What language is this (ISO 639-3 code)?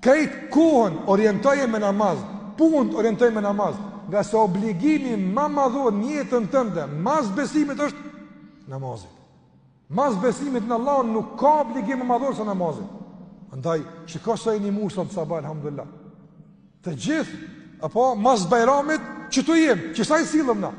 sqi